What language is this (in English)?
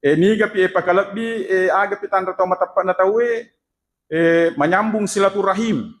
Buginese